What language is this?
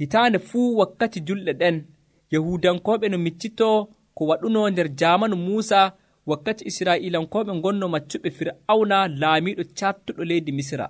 Nigerian Fulfulde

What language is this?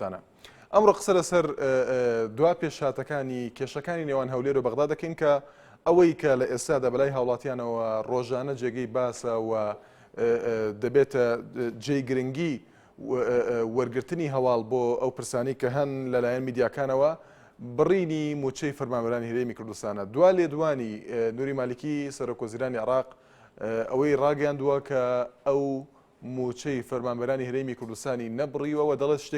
Central Kurdish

